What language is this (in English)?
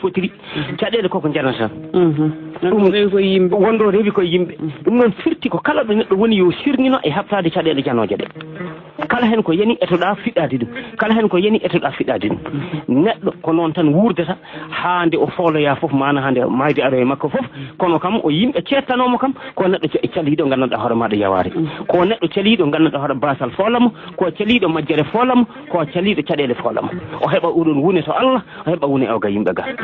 Fula